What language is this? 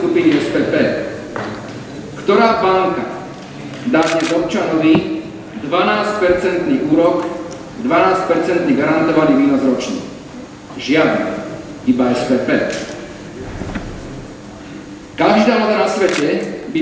Slovak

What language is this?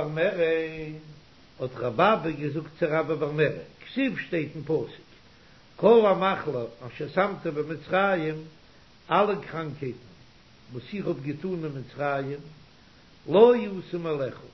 Yiddish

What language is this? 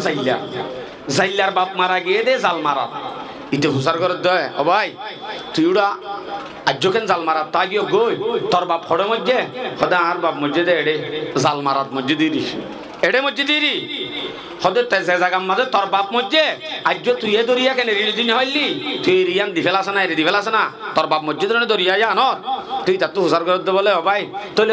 Rohingya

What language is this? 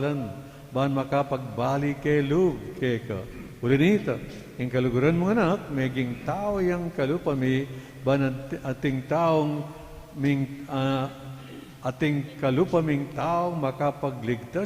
Pampanga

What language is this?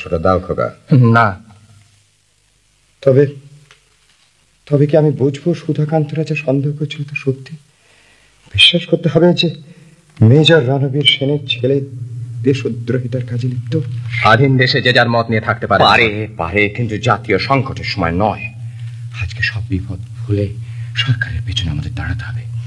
Bangla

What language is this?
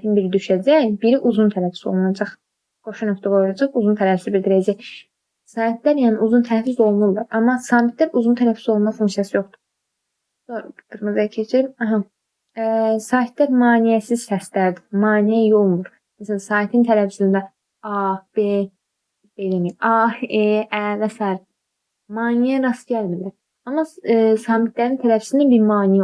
Azerbaijani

